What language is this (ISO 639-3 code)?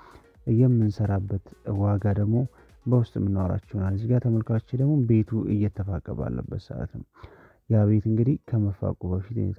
amh